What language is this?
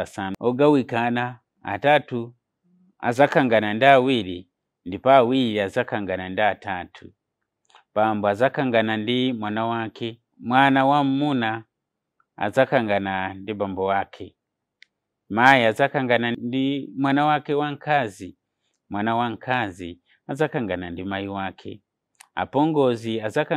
Nyanja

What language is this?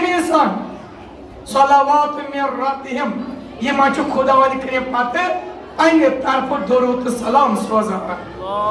Kashmiri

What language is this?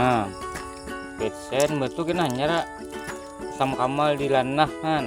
Banjar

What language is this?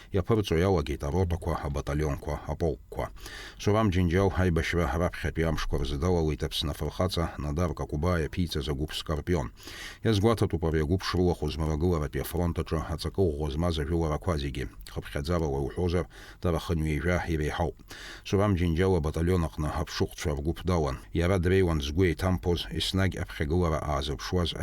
Abkhazian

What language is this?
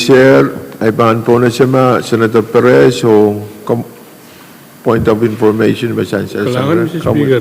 Pohnpeian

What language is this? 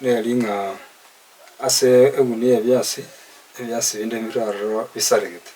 Gusii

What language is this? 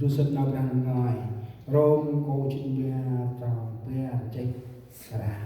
Central Mnong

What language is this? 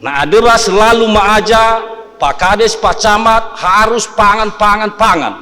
Nias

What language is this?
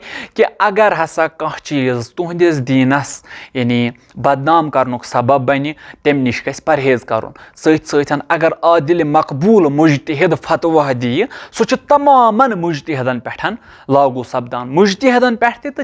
Kashmiri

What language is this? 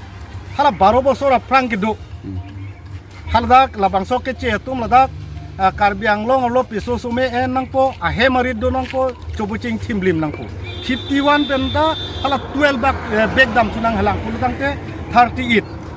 Karbi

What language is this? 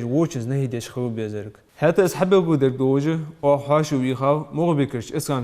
Ingush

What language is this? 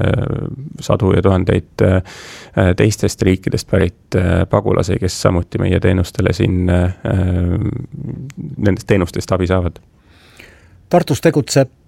Estonian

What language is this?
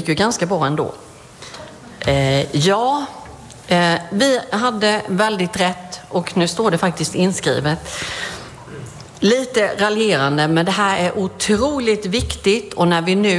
Swedish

